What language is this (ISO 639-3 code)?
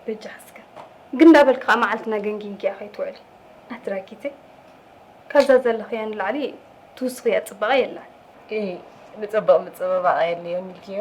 tir